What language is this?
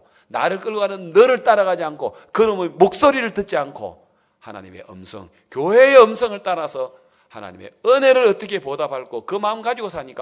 Korean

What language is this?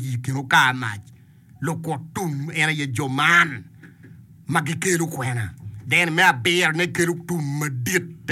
Acoli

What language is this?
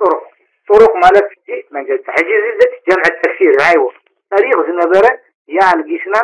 Tigrinya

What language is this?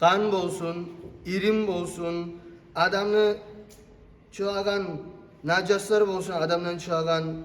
Kumyk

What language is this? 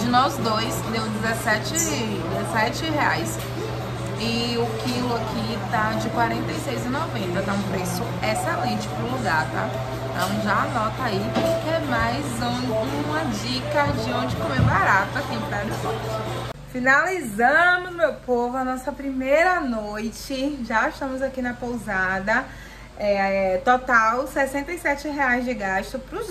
Portuguese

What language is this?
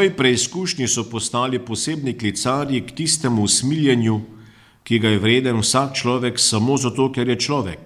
Slovenian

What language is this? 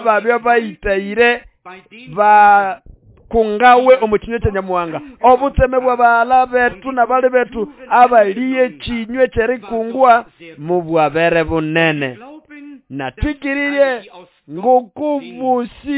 Nande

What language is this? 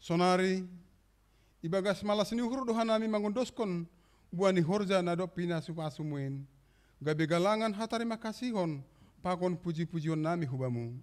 Batak Simalungun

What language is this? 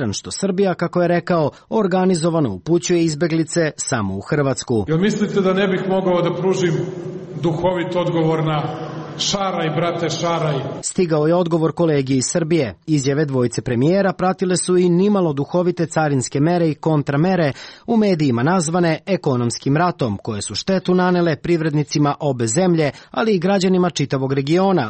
Serbian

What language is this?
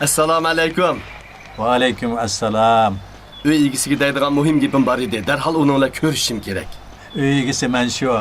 Uyghur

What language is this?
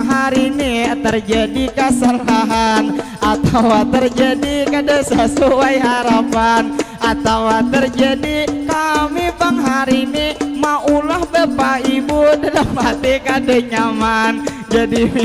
Banjar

